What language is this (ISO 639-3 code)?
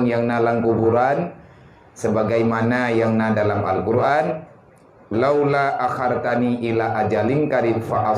ace